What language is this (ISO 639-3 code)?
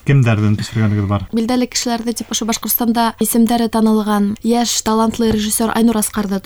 bak